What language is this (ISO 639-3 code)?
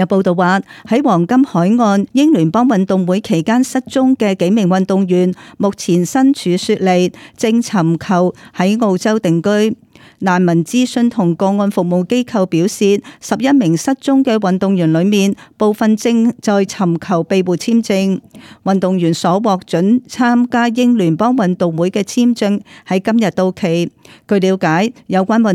yue